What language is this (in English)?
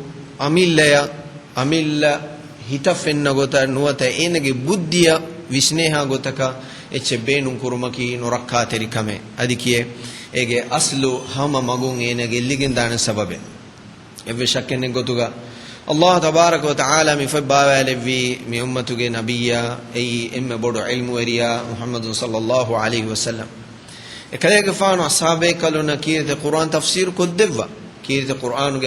Divehi